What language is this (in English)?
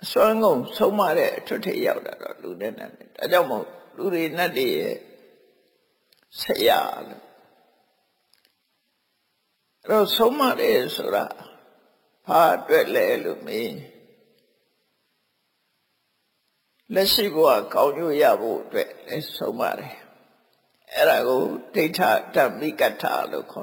Burmese